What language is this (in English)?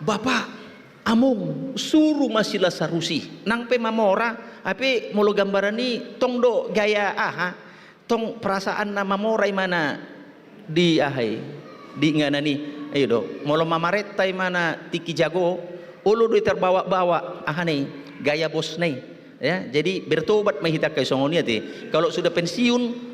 Batak Toba